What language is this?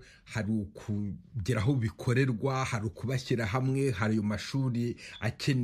Kinyarwanda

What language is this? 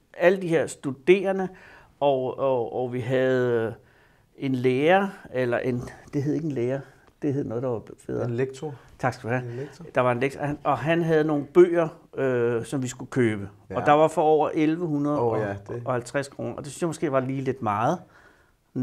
Danish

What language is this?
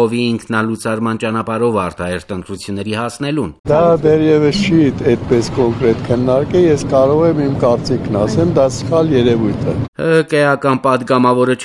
Armenian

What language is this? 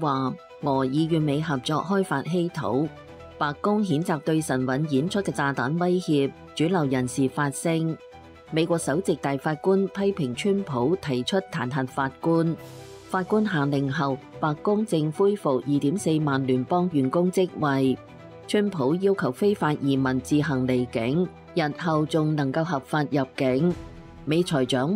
Cantonese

